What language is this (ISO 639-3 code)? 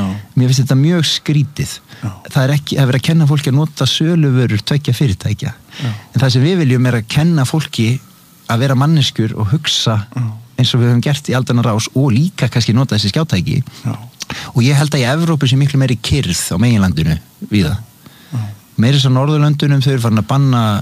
isl